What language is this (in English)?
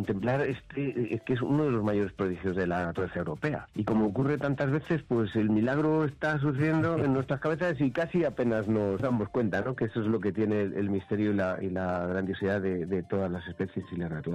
Spanish